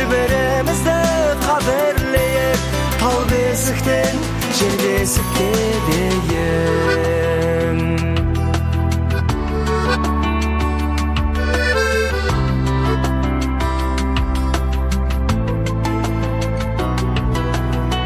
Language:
Kazakh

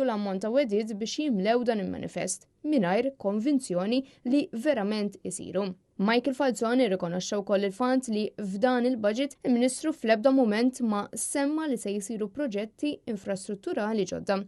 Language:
Maltese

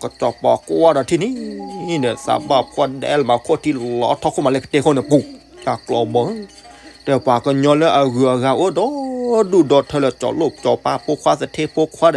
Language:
S'gaw Karen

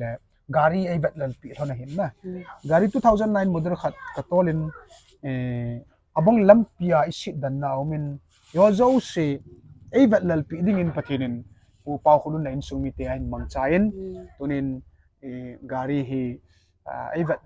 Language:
Thado Chin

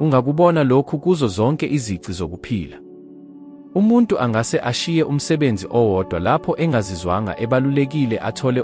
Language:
Zulu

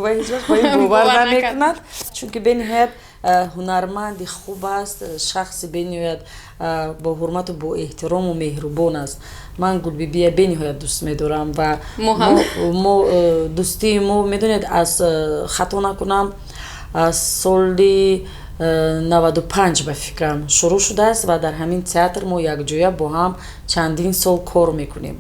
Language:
Tajik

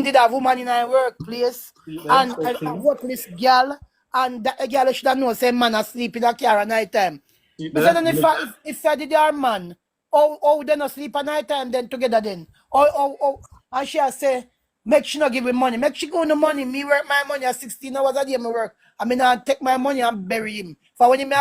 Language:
Jamaican Creole English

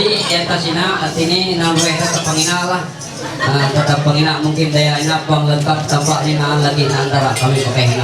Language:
Ma'anyan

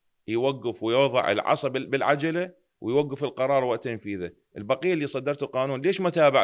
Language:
Mesopotamian Arabic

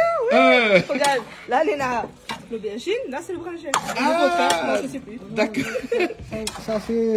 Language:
Réunion Creole French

